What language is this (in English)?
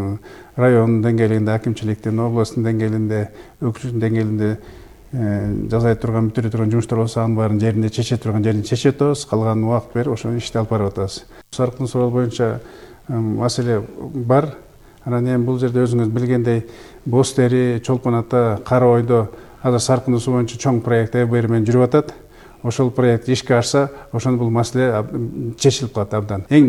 Kyrgyz